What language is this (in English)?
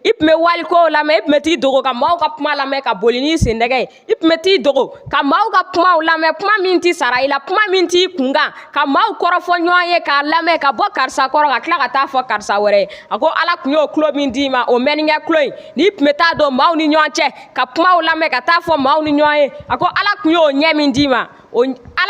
Bambara